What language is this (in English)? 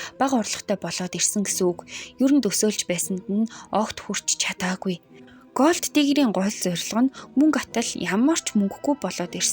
Mongolian